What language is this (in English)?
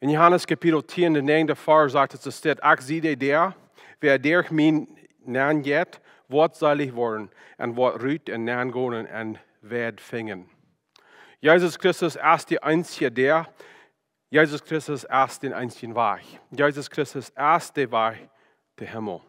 Plautdietsch